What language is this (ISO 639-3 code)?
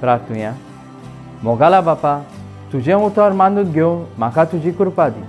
kok